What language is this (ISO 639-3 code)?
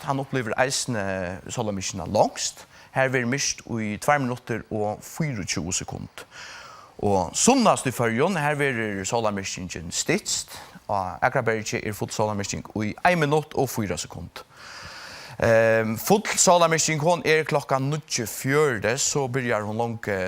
fao